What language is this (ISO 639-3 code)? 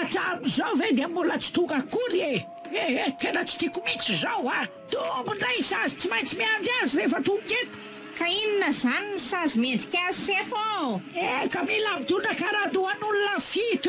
mlg